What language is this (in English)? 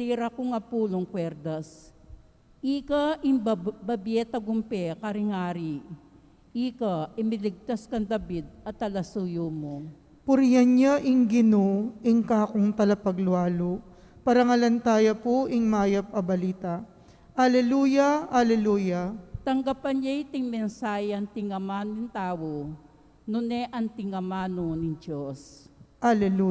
Pampanga